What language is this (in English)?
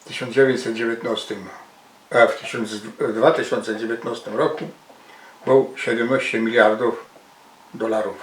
Silesian